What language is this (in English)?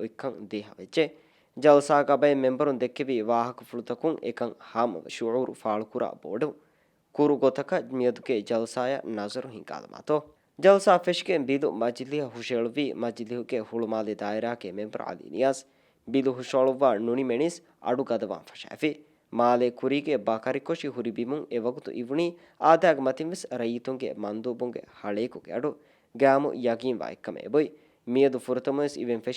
Divehi